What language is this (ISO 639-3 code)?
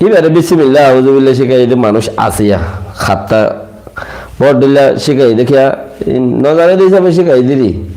rhg